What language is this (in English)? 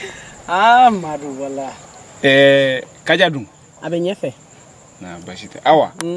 Bambara